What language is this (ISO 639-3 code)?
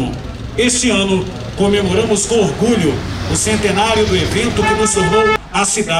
por